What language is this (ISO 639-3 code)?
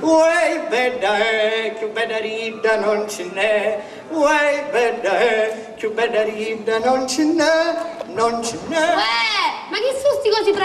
scn